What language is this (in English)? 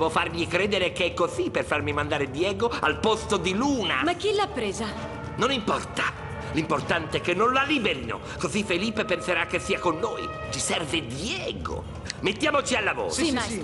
Italian